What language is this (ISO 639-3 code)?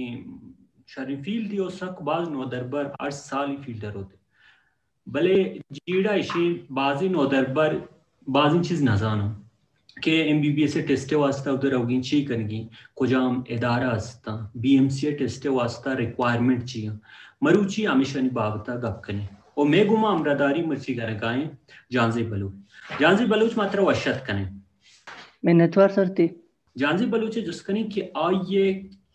bal